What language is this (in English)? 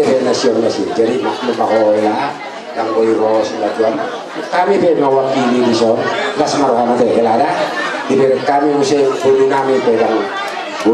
Batak Toba